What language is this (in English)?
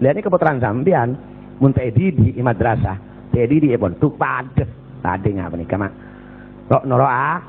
Madurese